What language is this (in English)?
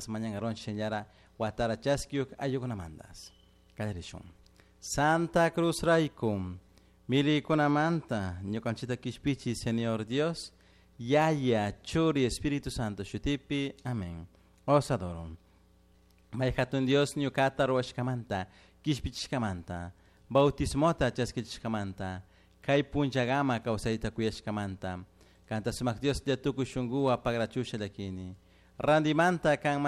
Chimborazo Highland Quichua